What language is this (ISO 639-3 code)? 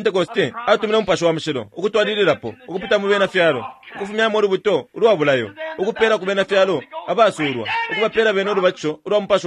bem